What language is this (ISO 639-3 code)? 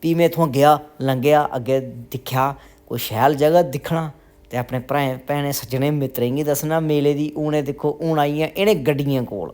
doi